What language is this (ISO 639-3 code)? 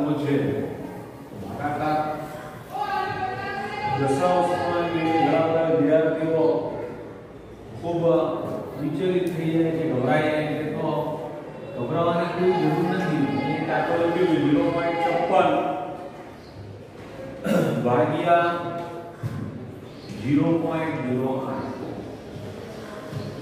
guj